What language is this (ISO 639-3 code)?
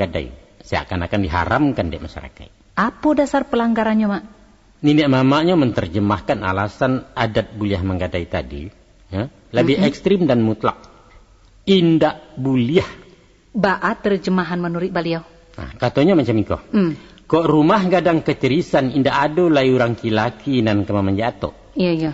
min